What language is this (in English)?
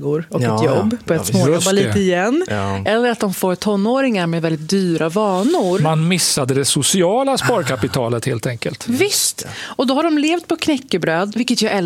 Swedish